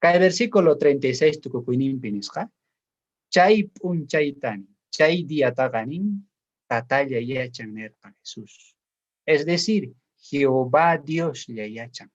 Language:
South Bolivian Quechua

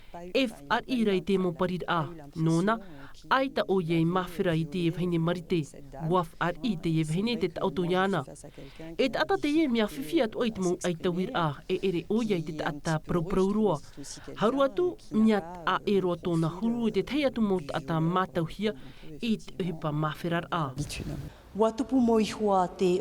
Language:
Tahitian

